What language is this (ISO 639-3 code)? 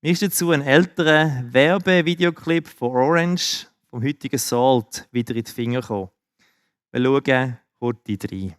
gsw